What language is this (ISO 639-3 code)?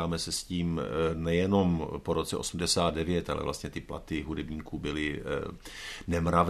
ces